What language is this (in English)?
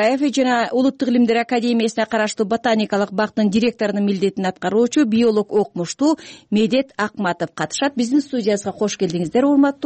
Kyrgyz